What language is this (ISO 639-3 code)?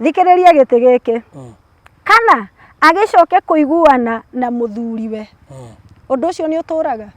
kik